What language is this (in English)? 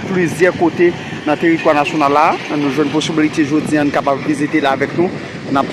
Haitian Creole